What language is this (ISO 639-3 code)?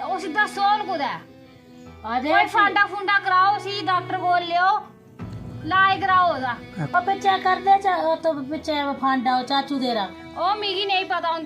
doi